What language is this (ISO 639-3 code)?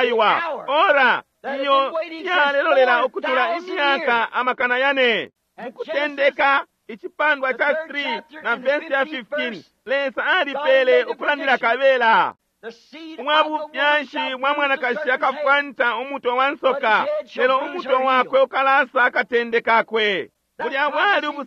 bem